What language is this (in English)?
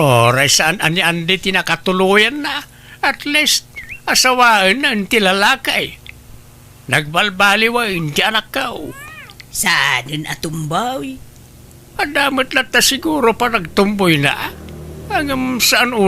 Iloko